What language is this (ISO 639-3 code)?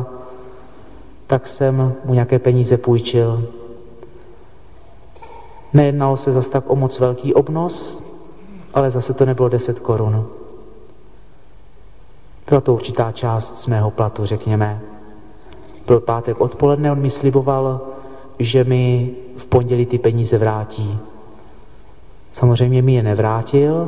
ces